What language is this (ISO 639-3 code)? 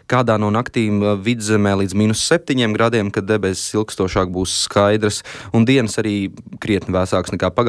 lav